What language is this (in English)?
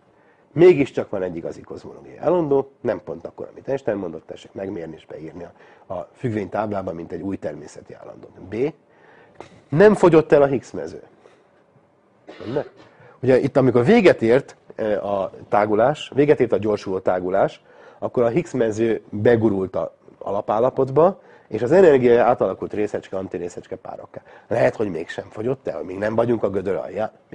Hungarian